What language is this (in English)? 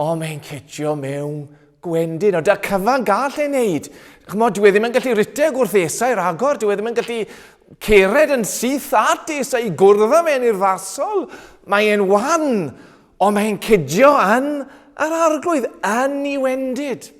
Welsh